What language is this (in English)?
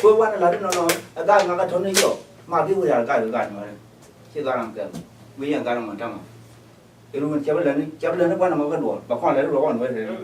Nuer